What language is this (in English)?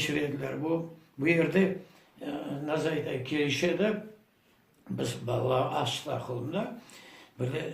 Crimean Tatar